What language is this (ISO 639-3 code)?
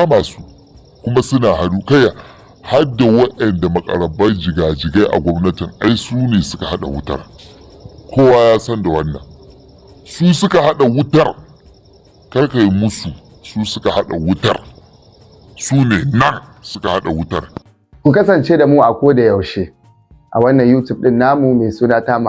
hau